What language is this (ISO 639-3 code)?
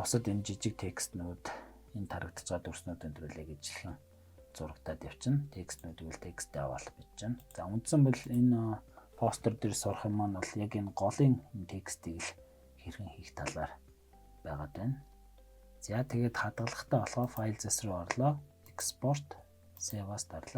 mon